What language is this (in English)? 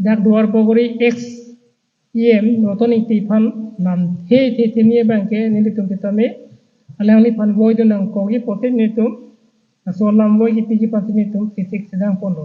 Karbi